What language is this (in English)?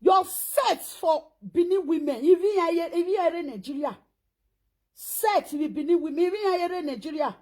Nigerian Pidgin